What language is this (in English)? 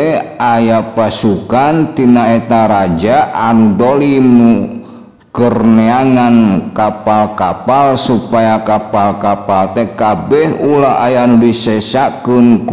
Sundanese